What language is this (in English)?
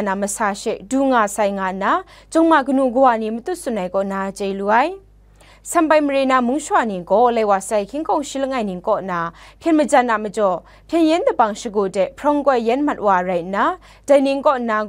Kachin